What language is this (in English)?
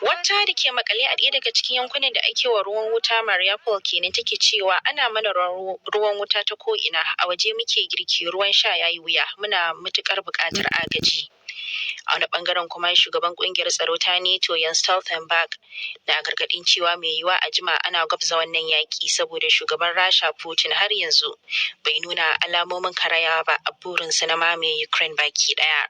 Hausa